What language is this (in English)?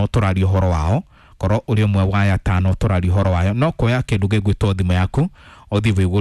Kikuyu